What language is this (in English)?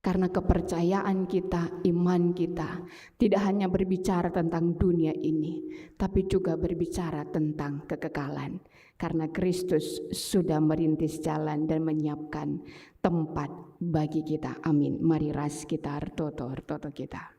Batak Karo